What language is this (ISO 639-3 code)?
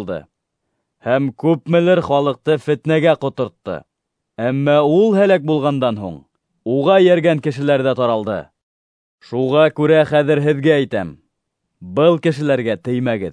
bak